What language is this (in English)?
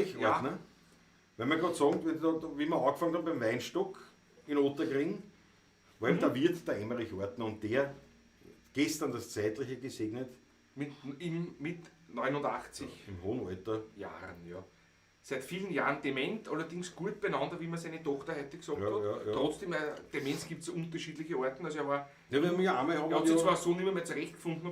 Bavarian